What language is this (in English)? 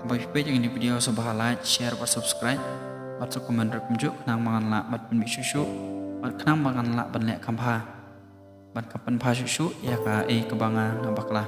Khasi